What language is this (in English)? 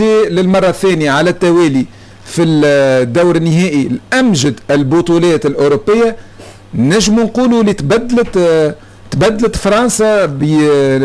Tunisian Arabic